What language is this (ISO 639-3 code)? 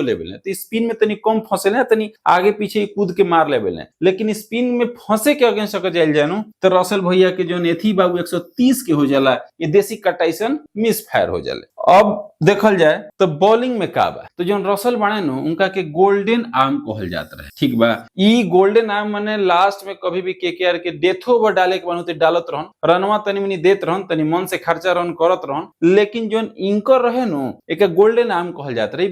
bho